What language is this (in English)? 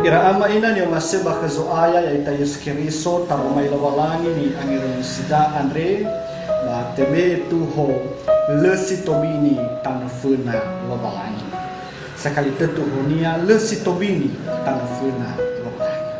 Nias